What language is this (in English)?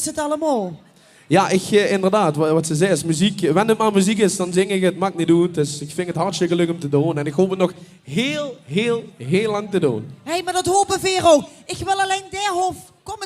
Limburgish